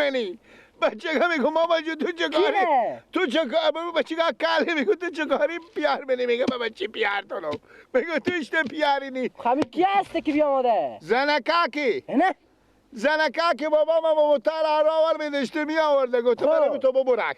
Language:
Persian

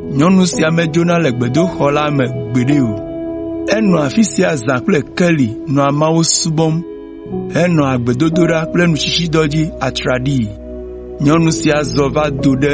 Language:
Ewe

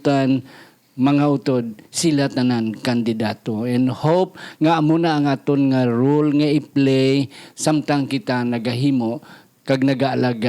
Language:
Hiligaynon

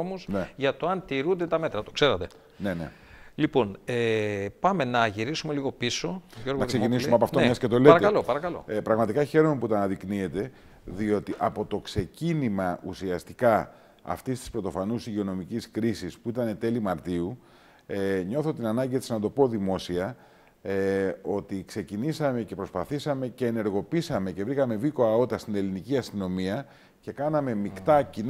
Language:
Greek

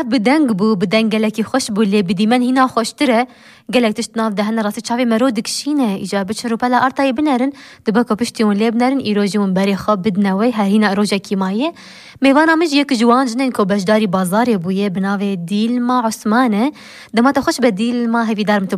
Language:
Kurdish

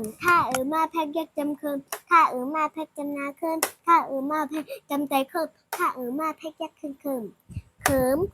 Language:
Shan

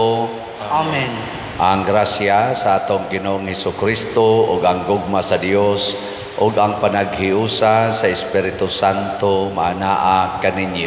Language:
Cebuano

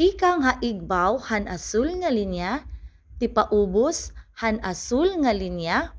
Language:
Waray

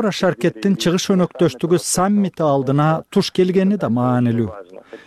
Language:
Kyrgyz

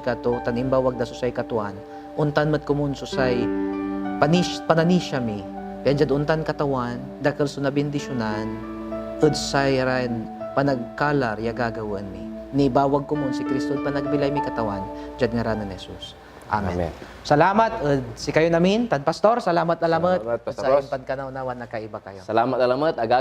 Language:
Pangasinan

